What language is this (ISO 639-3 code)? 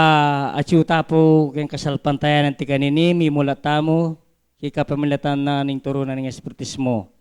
pam